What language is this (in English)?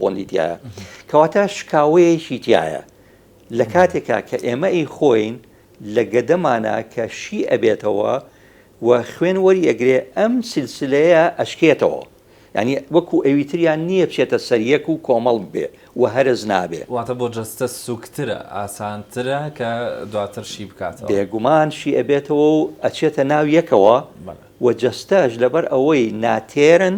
Central Kurdish